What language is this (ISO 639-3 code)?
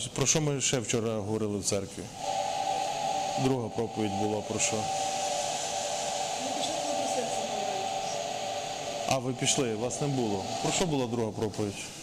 ukr